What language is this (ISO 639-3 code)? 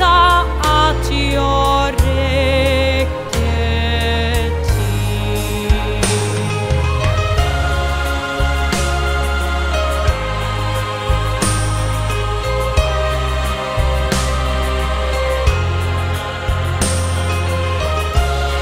swe